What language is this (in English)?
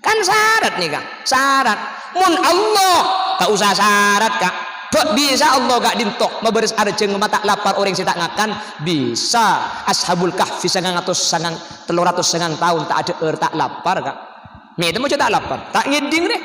Madurese